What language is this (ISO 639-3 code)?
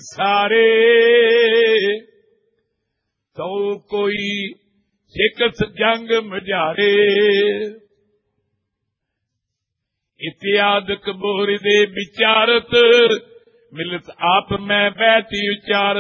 pan